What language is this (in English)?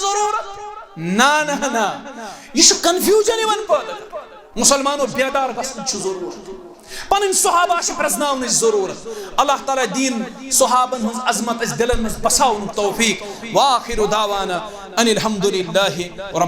Kashmiri